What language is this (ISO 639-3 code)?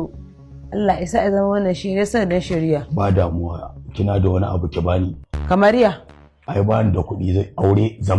hau